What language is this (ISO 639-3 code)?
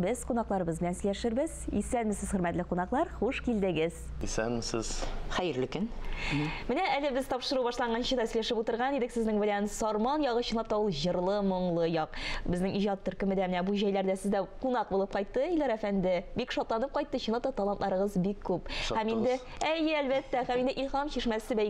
tat